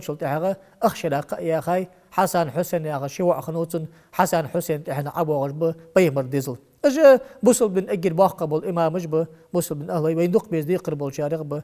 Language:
Ingush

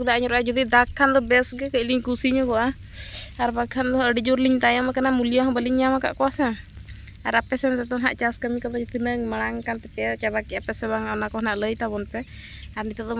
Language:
Santali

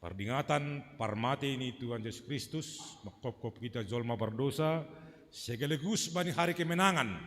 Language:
Batak Simalungun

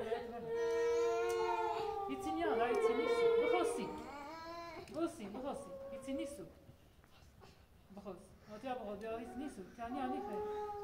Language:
Persian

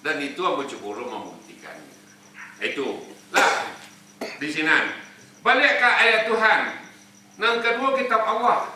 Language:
Minangkabau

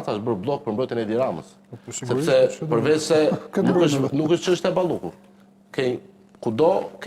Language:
Albanian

